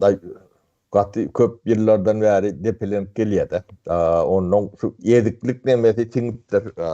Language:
Turkmen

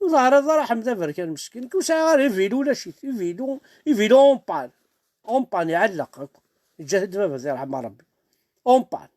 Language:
Kabyle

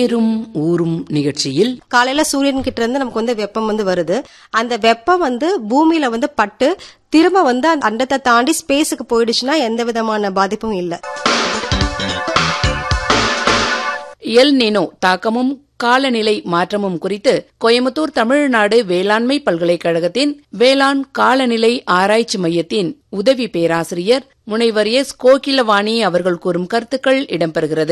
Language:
Tamil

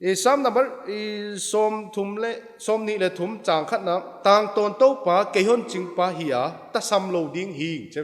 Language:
Paite Chin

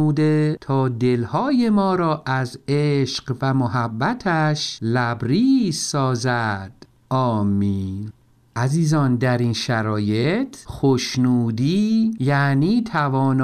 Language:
Persian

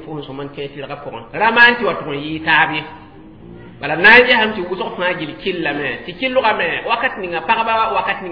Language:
Mossi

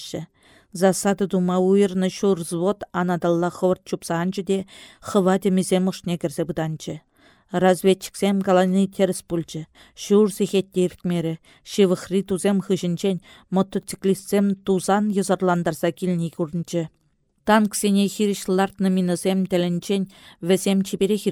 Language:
Chuvash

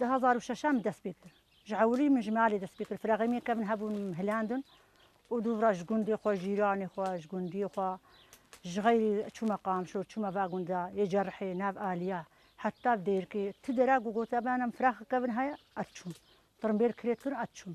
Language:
Kurdish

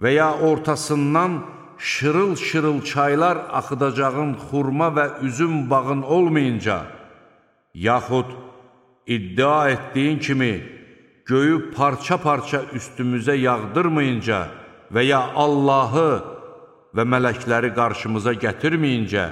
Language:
Azerbaijani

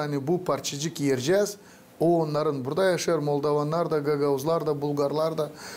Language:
Gagauz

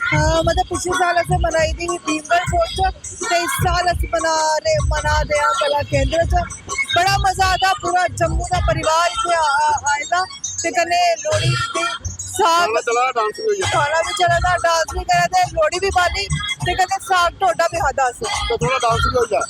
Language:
Dogri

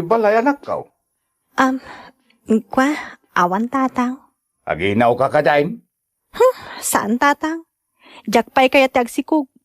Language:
Iloko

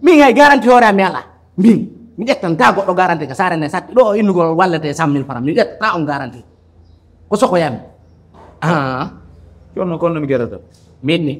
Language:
Pular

